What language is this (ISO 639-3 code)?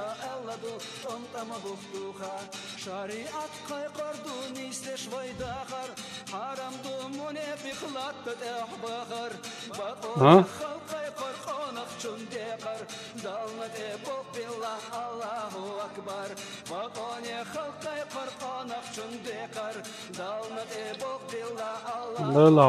che